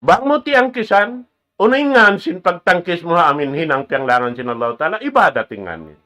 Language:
Tausug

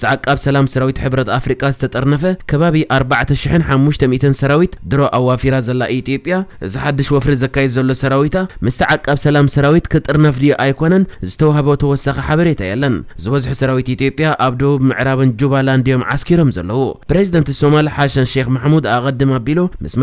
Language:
Tigrinya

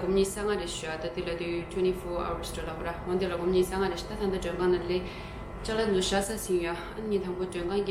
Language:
Tibetan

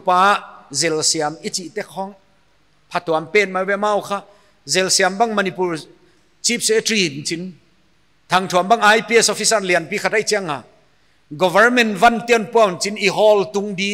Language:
Paite Chin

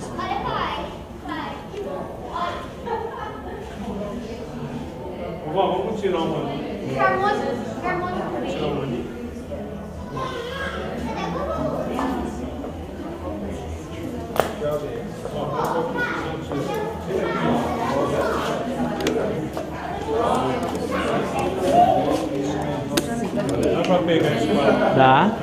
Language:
Portuguese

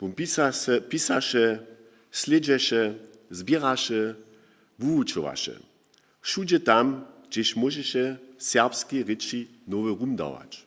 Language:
Upper Sorbian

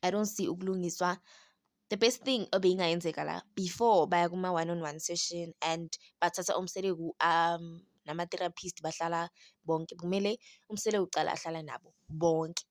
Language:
Zulu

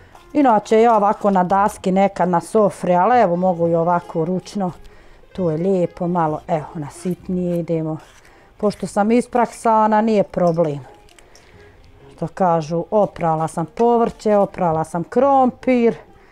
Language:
Bosnian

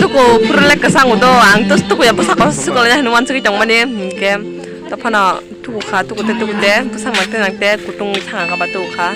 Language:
Kok Borok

